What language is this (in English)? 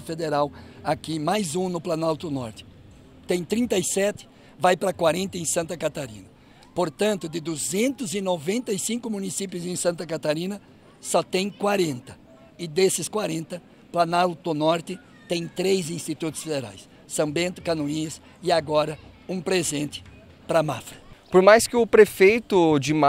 Portuguese